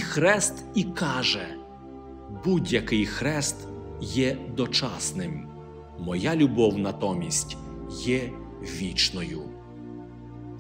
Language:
Ukrainian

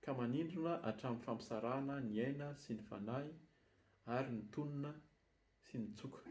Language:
Malagasy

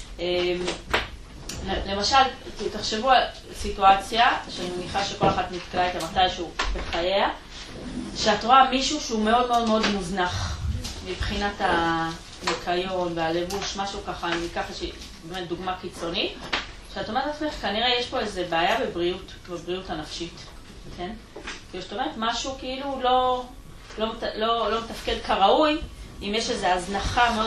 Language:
Hebrew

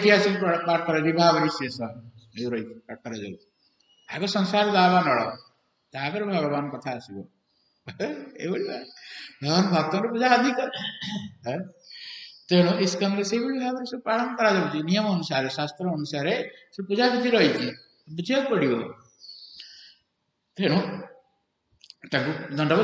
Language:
Odia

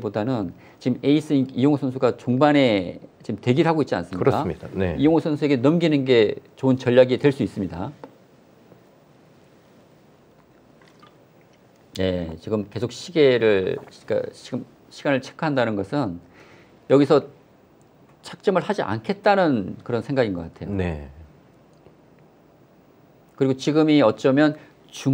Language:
Korean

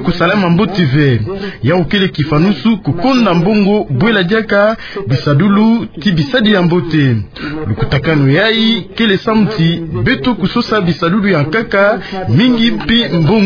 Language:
Kituba (Democratic Republic of Congo)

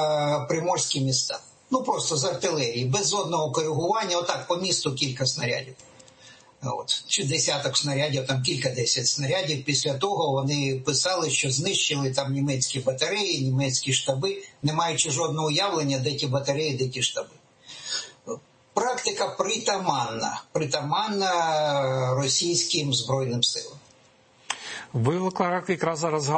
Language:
Ukrainian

